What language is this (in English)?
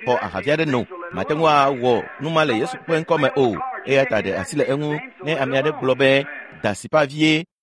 Ewe